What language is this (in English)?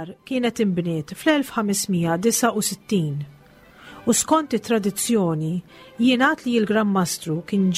Maltese